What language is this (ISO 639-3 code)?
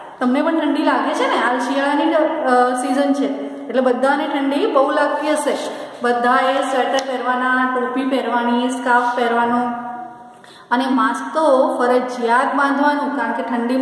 guj